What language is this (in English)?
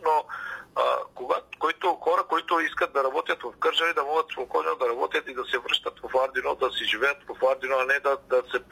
Bulgarian